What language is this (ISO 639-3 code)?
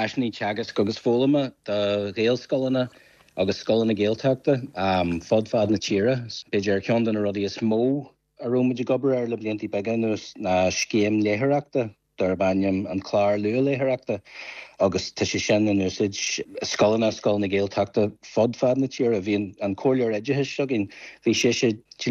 gle